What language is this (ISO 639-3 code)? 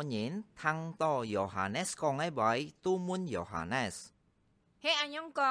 hak